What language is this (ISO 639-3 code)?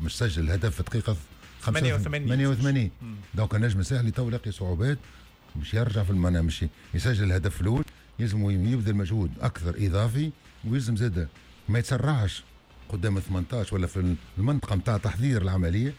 aeb